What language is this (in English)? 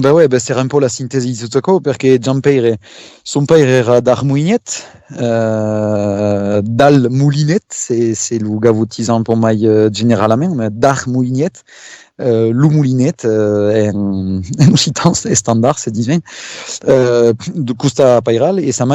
Occitan